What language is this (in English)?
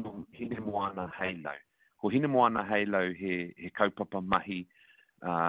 Māori